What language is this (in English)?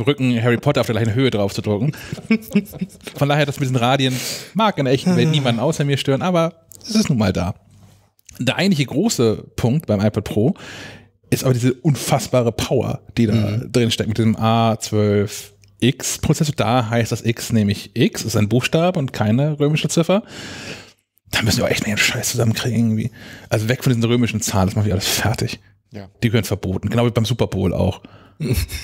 German